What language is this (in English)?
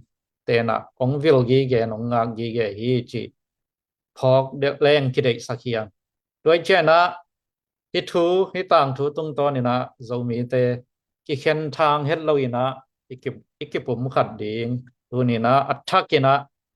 Tedim Chin